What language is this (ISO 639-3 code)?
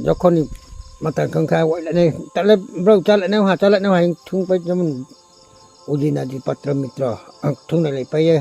ria